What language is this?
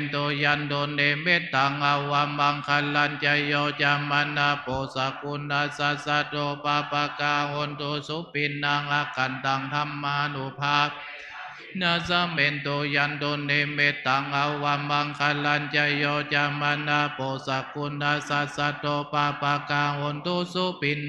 Pali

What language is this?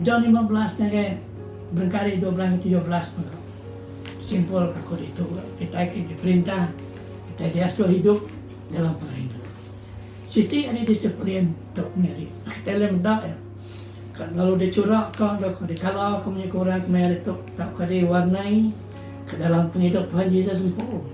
Iban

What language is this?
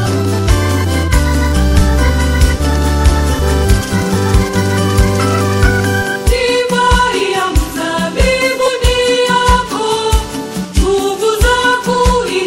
Swahili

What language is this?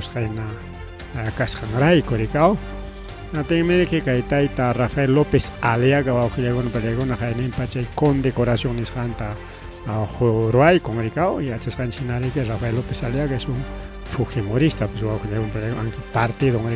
Ayacucho Quechua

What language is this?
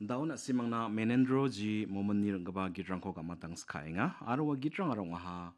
Garo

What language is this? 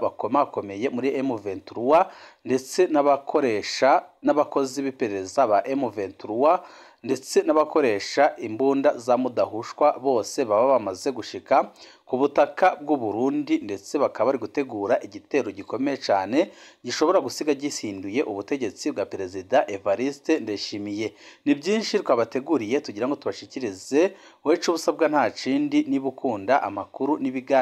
Rundi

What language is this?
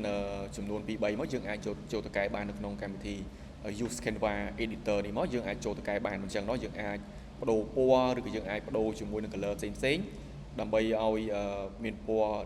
Khmer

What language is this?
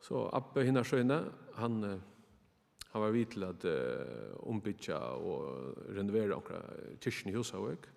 Faroese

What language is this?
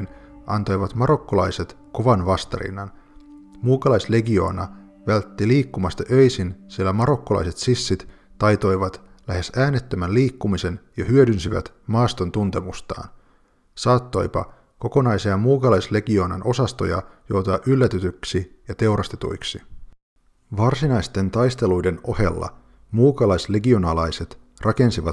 Finnish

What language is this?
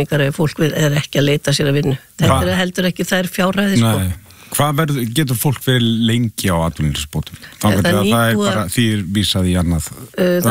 Icelandic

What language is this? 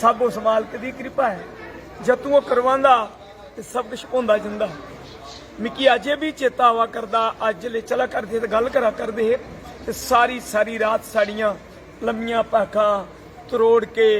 Dogri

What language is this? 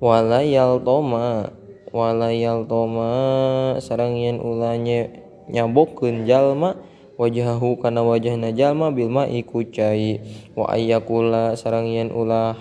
Sundanese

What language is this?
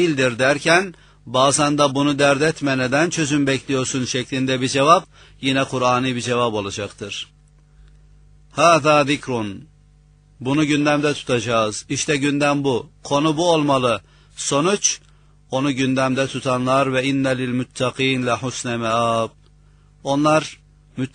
Turkish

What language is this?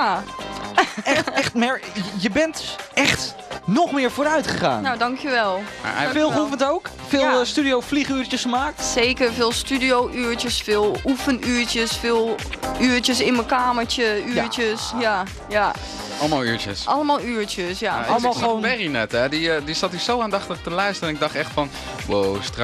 Dutch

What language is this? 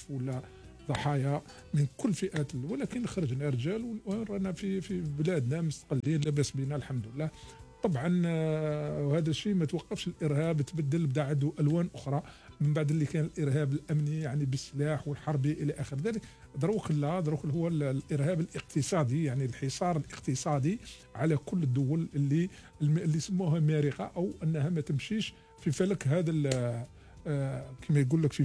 Algerian Arabic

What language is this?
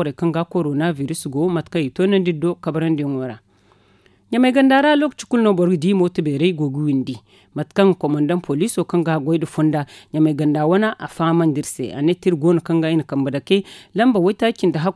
Zarma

